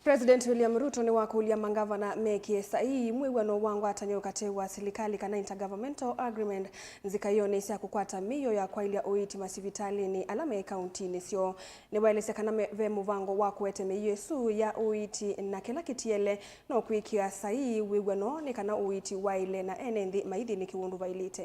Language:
Kamba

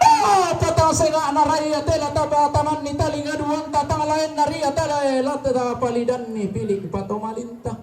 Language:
Toraja-Sa'dan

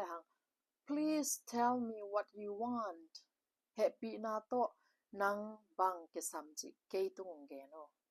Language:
Tedim Chin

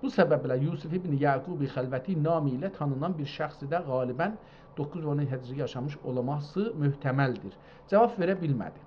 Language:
South Azerbaijani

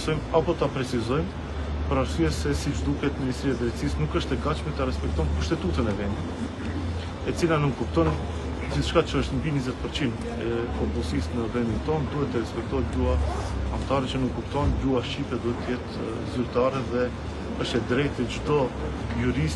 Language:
Albanian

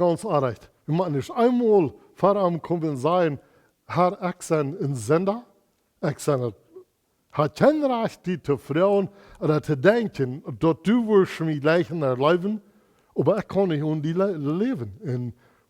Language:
Plautdietsch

